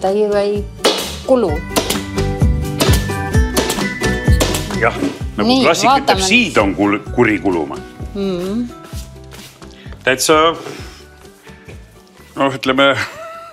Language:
Estonian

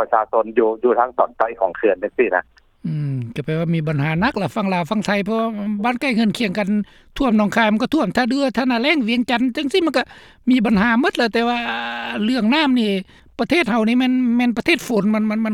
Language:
Lao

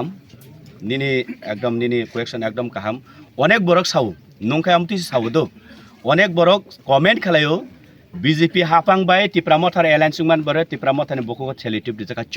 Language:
Kok Borok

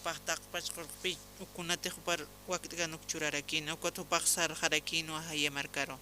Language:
Aymara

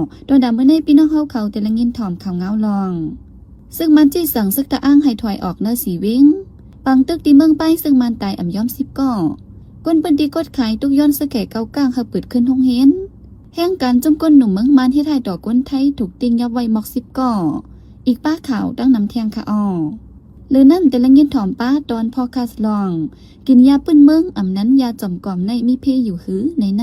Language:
Shan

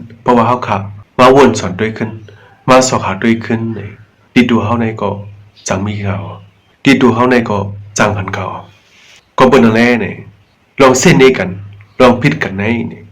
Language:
Shan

